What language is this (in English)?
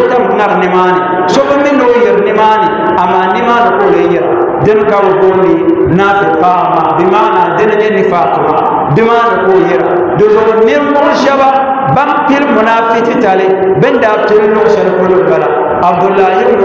Dagbani